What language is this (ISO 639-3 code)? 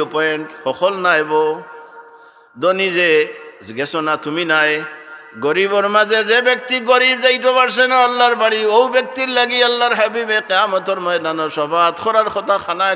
syl